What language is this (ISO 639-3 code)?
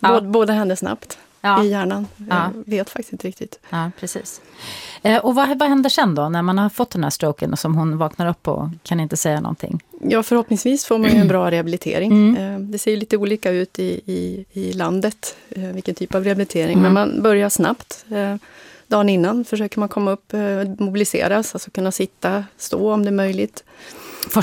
swe